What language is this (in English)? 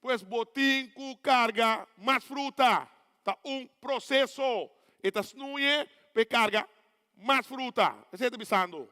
Papiamento